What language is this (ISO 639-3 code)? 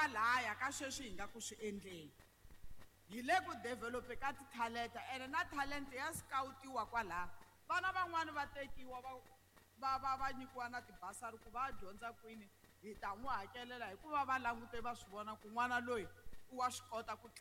tso